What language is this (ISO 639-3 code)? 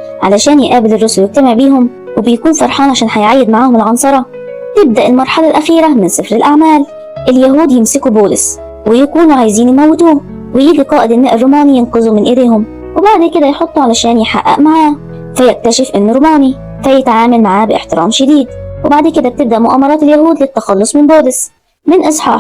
arz